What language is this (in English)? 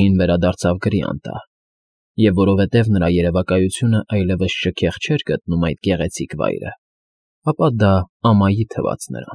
Armenian